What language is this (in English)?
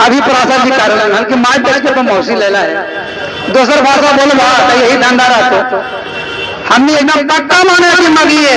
Magahi